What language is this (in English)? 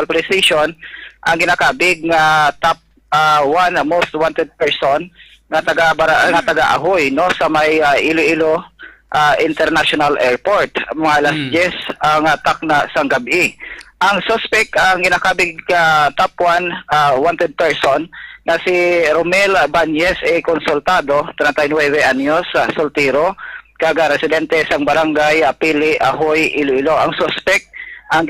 Hiligaynon